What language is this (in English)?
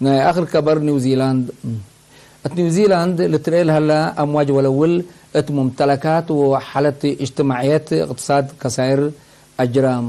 Tigre